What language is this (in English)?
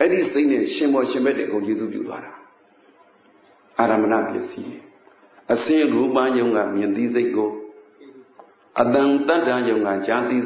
Burmese